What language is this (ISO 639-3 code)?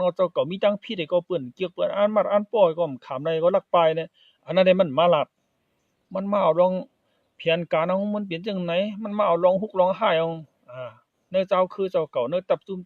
shn